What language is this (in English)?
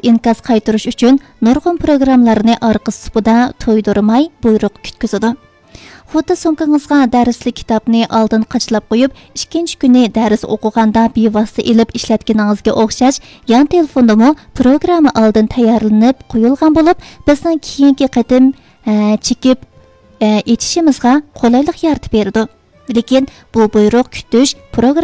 Uyghur